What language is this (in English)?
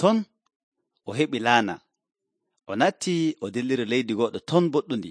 Nigerian Fulfulde